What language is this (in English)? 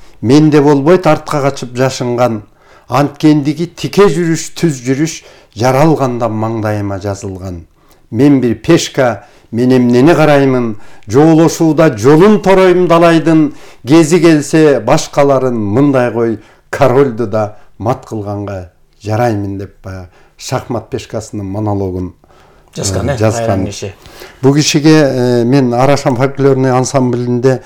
Kyrgyz